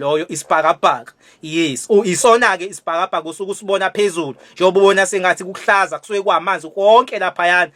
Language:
Zulu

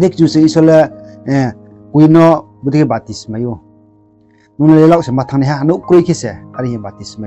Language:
Riang (India)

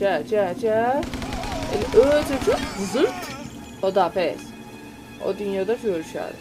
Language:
South Azerbaijani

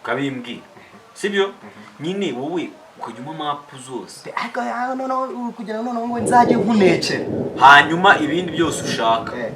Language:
Kinyarwanda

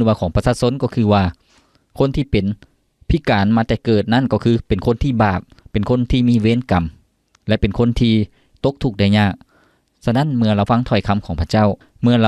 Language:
Lao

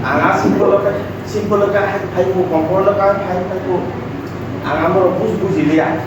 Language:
Kok Borok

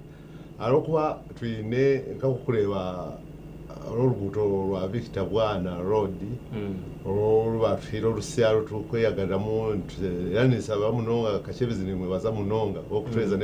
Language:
Nyankole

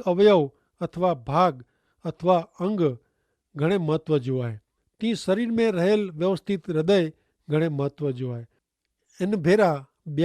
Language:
Kachhi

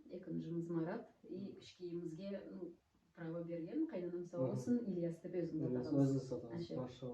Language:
Nogai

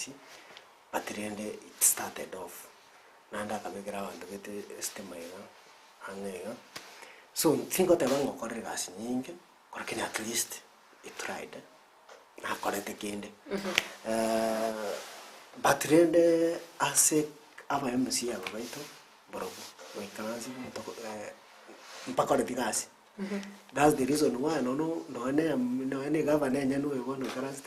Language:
Gusii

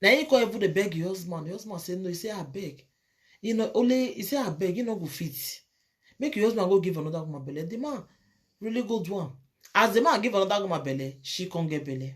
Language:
Nigerian Pidgin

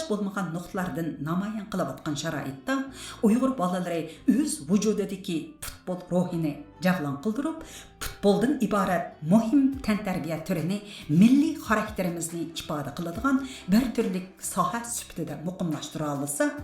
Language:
Uyghur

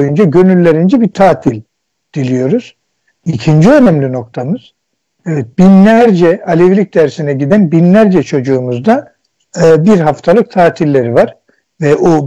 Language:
Turkish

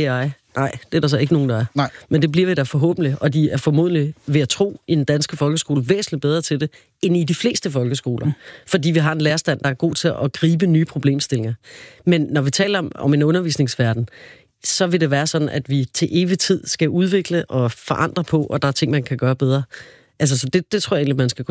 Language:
Danish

